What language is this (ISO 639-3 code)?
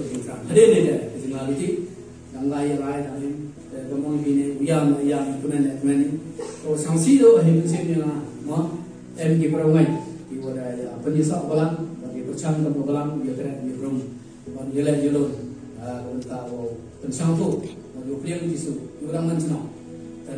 kha